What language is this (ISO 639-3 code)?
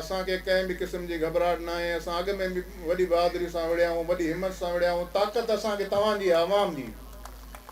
snd